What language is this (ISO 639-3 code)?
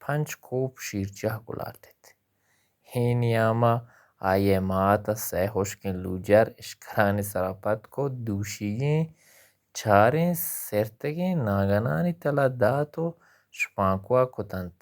bal